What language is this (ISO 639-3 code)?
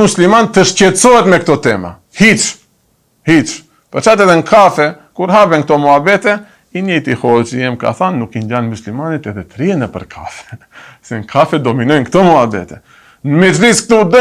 sqi